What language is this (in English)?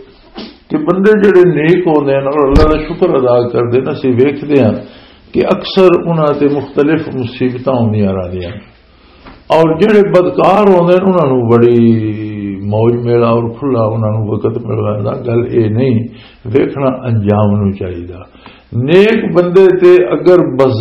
Western Panjabi